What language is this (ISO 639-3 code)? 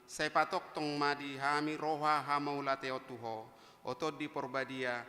bbc